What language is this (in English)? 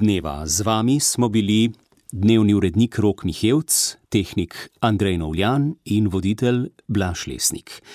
Slovenian